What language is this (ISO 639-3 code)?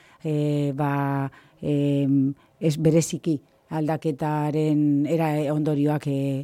eus